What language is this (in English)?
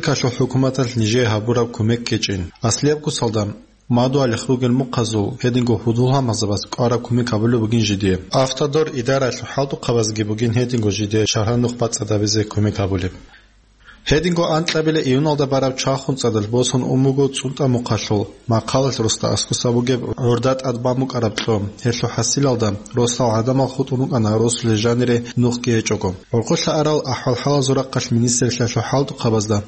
Avaric